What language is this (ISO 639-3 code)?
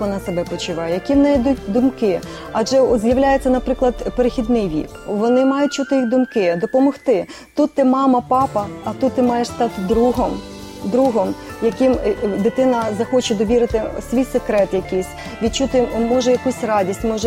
ukr